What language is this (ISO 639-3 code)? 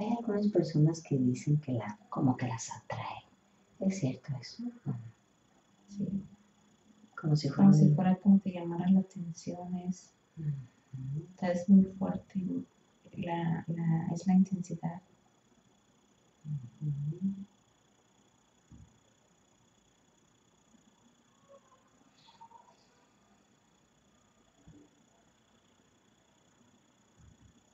spa